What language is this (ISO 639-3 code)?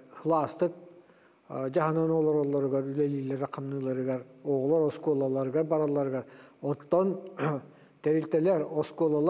sah